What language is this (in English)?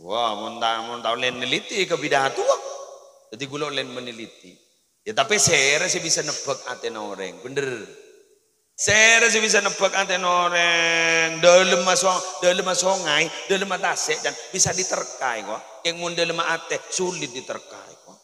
Madurese